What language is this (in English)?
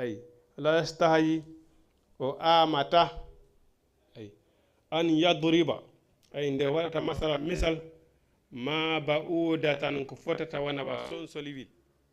Fula